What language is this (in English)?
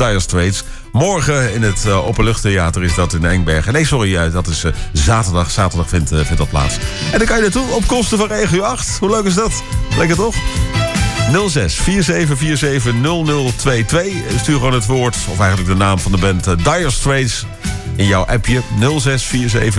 Dutch